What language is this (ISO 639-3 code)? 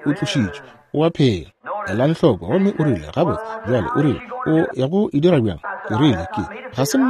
nso